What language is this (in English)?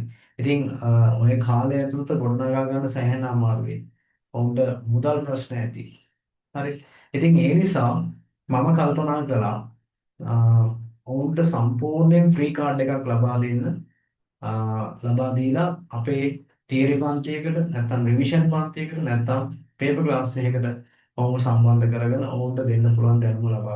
Sinhala